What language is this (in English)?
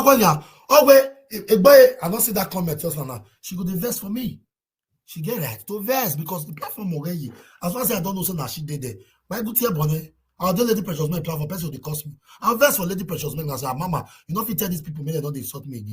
Nigerian Pidgin